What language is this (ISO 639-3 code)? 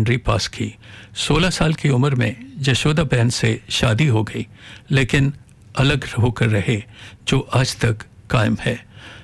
hin